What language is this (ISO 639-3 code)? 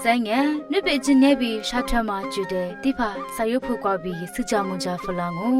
lis